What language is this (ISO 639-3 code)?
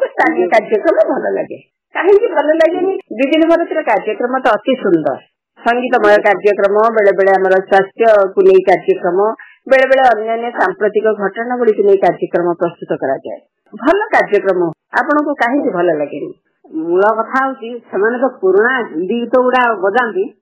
ori